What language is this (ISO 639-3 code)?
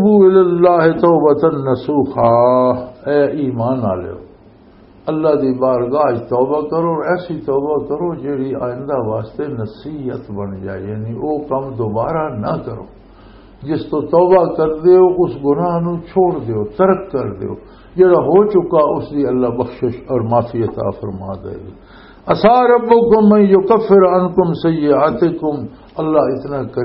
lah